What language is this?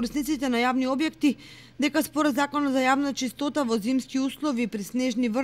Macedonian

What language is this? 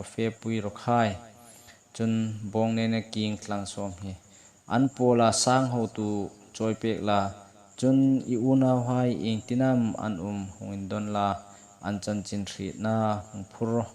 Hmar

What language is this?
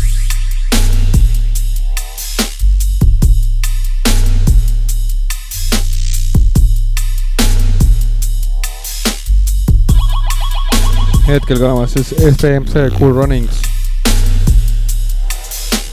Estonian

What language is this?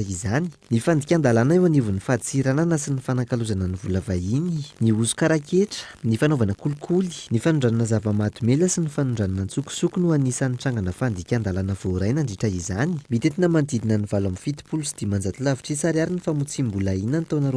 Malagasy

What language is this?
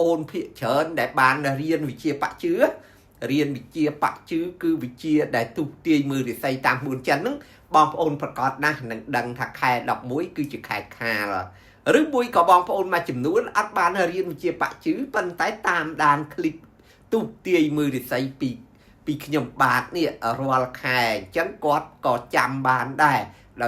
Khmer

